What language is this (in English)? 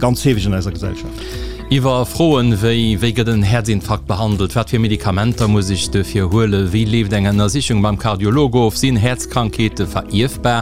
Luxembourgish